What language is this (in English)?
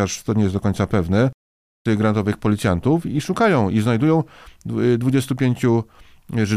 Polish